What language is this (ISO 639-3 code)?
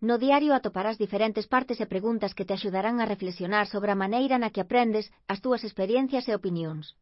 glg